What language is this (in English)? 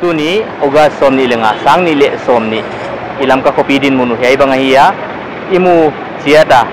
Paite Chin